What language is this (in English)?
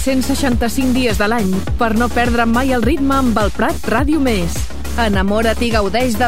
Catalan